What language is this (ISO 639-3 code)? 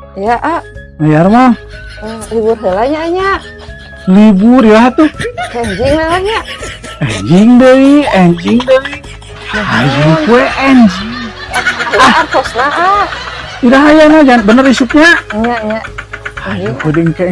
sun